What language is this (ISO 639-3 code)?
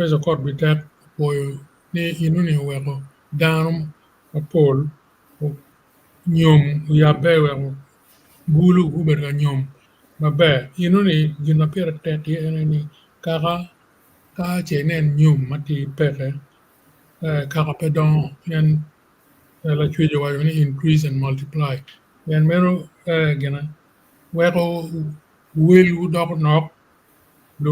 ach